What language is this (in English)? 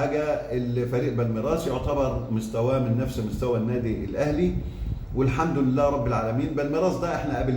Egyptian Arabic